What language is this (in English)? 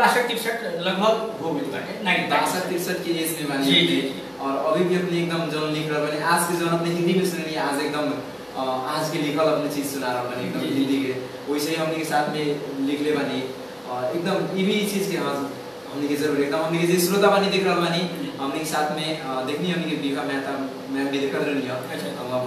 Bhojpuri